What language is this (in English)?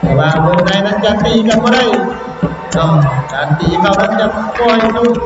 Lao